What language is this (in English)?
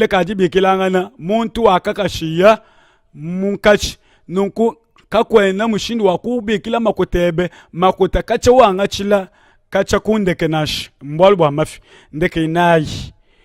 Luba-Lulua